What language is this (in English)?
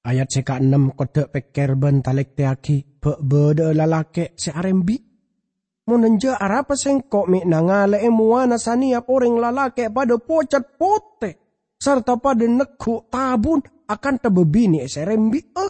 Madurese